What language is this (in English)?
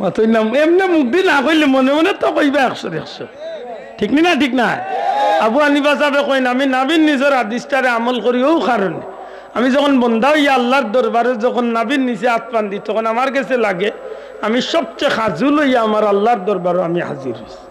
Sylheti